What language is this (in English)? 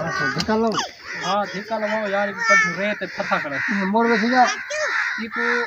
Saraiki